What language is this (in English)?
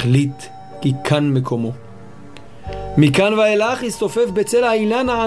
Hebrew